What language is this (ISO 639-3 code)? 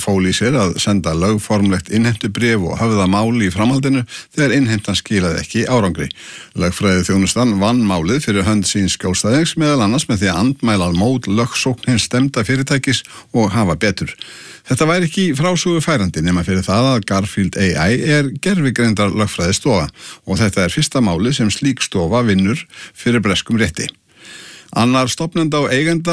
isl